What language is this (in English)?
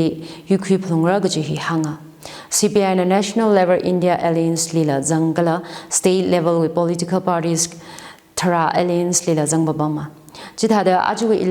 Tangkhul Naga (India)